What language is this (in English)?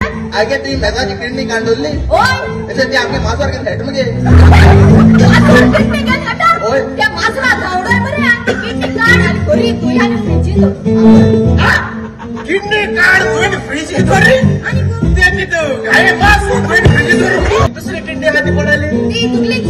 Konkani